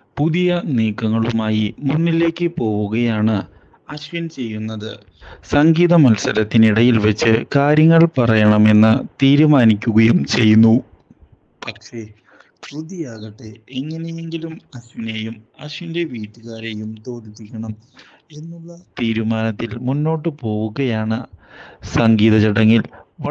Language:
Malayalam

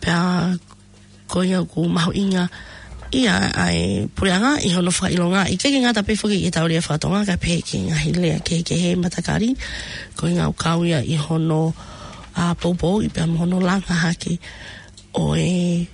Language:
Tongan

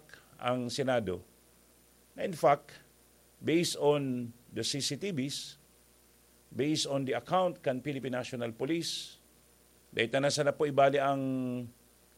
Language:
Bikol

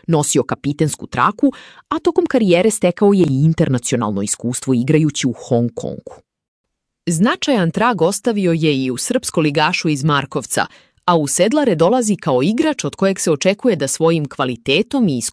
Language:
Serbian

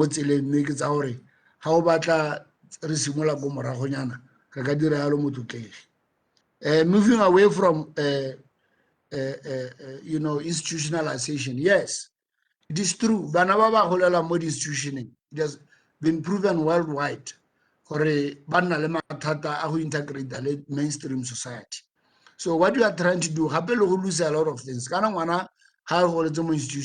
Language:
Tswana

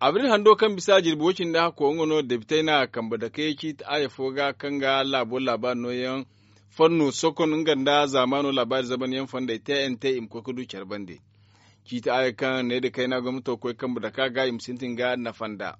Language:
Zarma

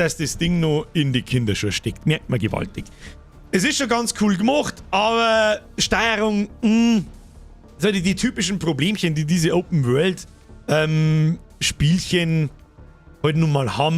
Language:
Bavarian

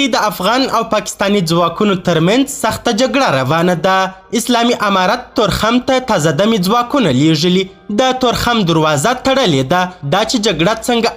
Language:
Pashto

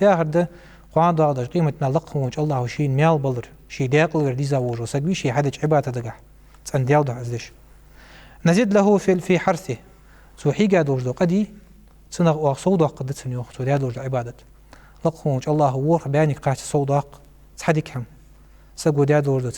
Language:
Ingush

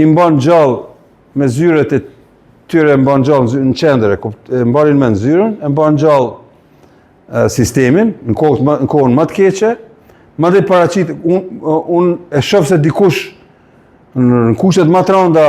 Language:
Albanian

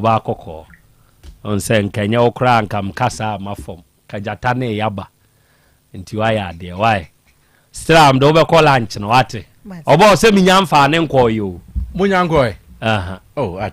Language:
Akan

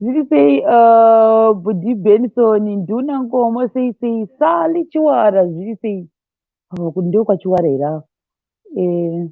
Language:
Shona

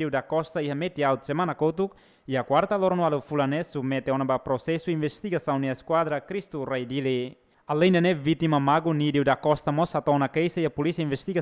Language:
Tetum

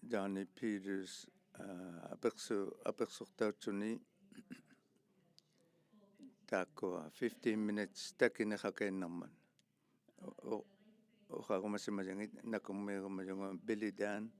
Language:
Inuktitut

